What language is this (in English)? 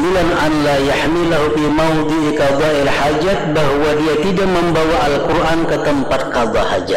Banjar